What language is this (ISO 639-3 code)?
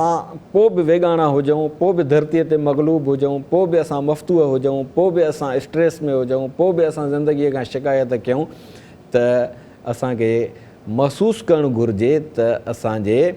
snd